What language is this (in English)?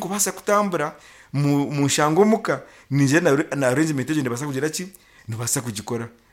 Nyankole